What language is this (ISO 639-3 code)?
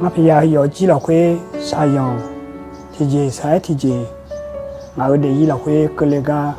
ahk